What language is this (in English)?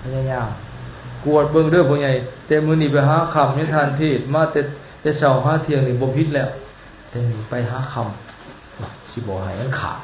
Lao